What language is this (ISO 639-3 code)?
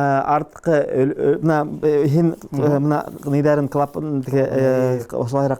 bak